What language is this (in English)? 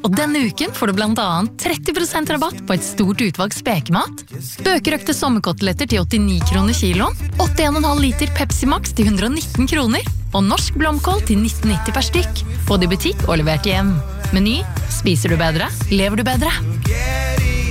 Norwegian